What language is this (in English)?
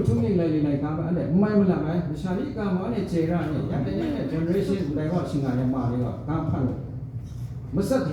Kachin